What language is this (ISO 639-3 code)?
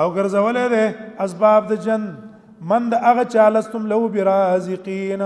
pus